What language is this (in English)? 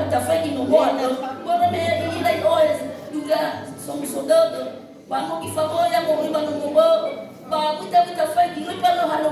Nias